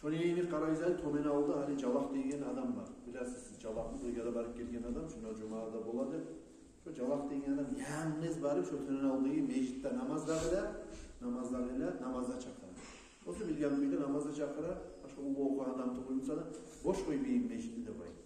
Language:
Kumyk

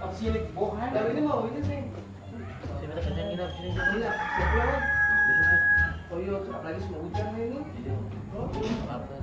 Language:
Ambonese Malay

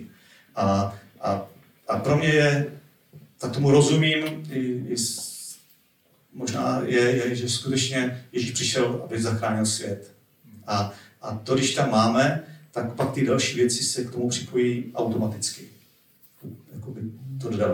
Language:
Czech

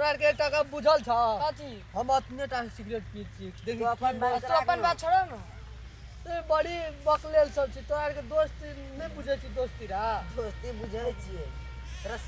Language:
Maithili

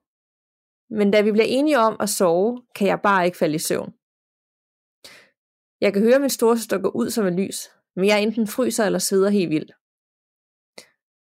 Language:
Danish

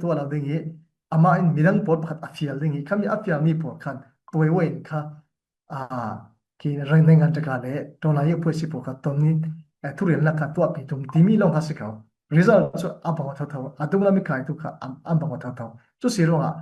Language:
Falam Chin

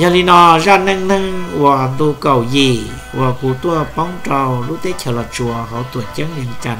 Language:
Hmong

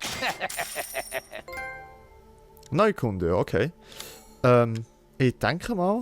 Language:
Swiss German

